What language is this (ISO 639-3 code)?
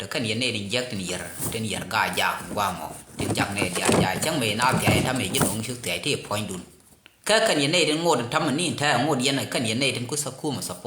nus